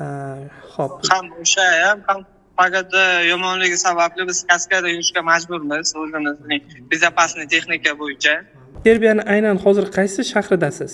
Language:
Uzbek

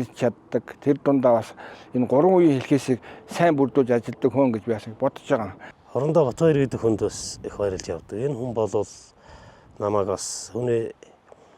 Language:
Mongolian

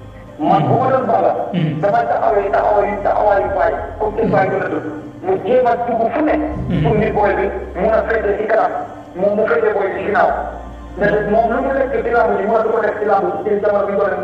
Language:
Wolof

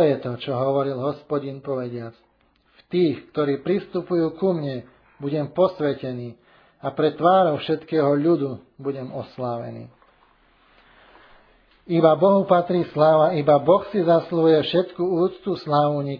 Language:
Slovak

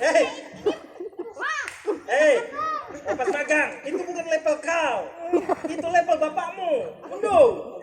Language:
Banjar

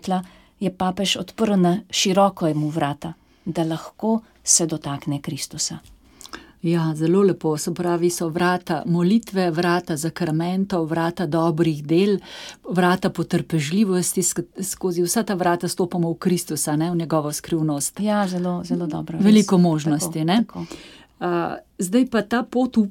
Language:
Slovenian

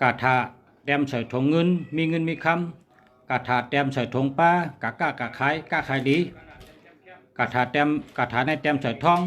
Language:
Shan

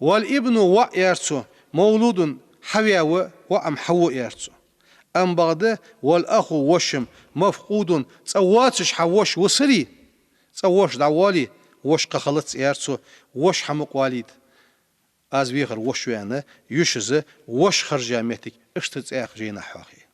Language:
Ingush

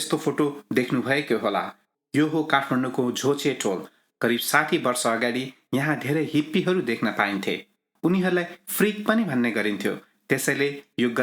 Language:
Nepali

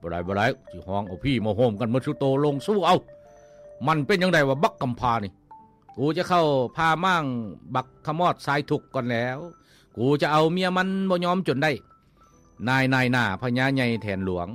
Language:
Lao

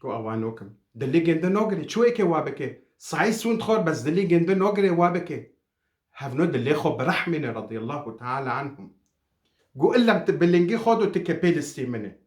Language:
Kurdish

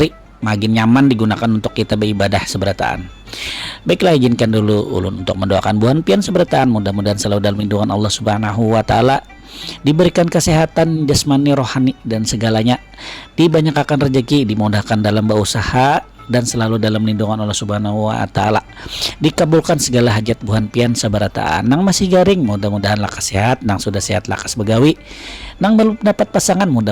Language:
Banjar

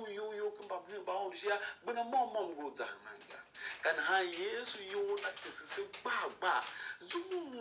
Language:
Tiv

